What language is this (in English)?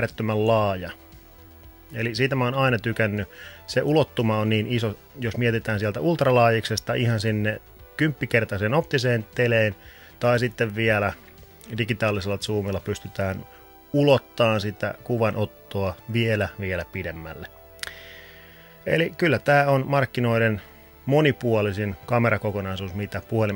Finnish